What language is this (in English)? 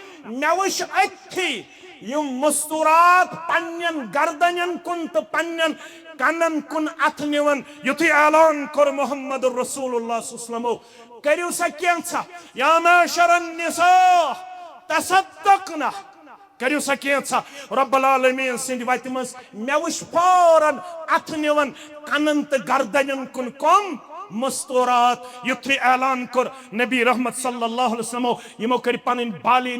Kashmiri